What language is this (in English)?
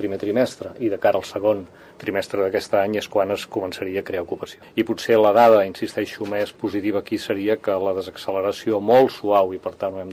Catalan